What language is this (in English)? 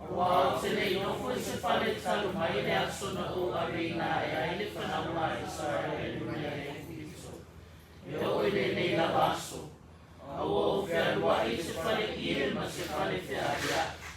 Samoan